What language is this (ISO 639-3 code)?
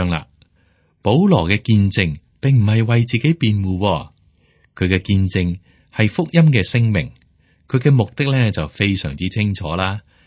yue